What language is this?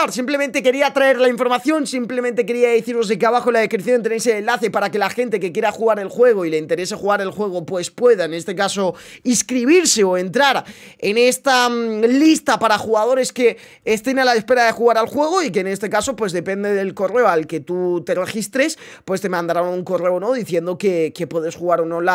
Spanish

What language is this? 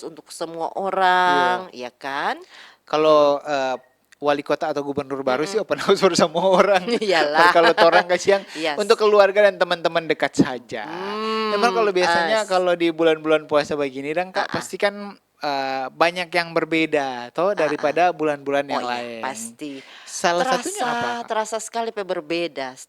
Manado Malay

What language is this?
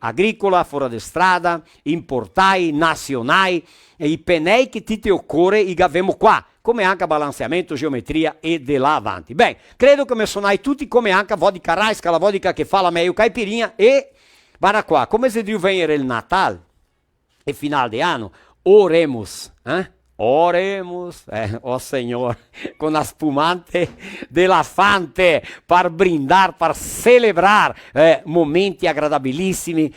Venetian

